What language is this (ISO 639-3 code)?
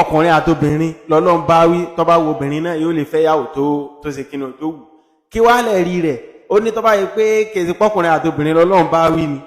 yor